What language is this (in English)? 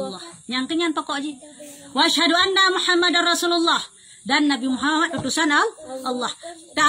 Achinese